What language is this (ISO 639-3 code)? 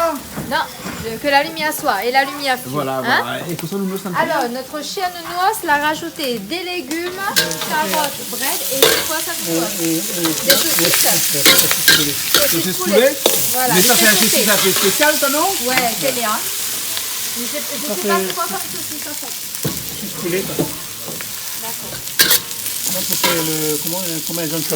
rcf